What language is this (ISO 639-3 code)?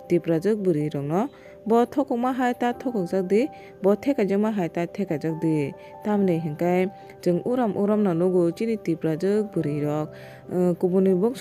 trp